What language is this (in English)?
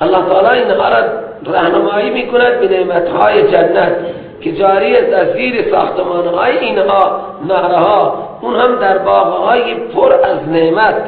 Persian